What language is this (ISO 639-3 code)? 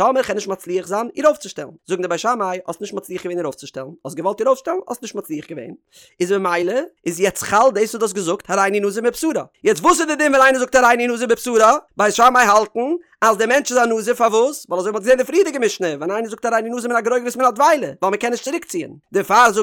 yid